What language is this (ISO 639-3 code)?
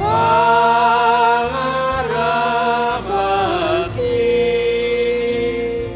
bts